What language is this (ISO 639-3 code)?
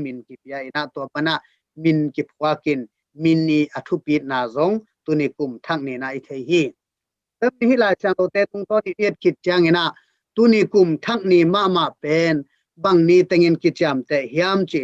ctd